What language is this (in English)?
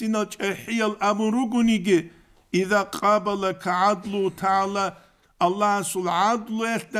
Avaric